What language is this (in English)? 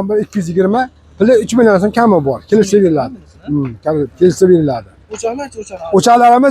Uzbek